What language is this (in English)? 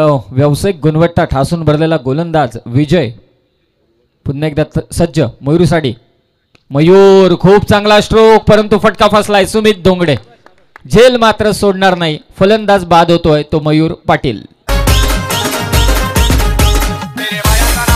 Marathi